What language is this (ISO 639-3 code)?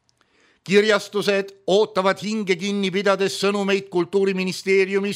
est